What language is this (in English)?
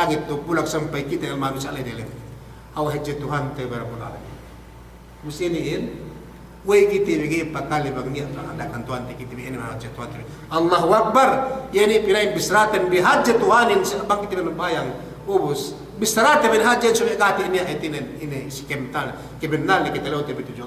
Yakan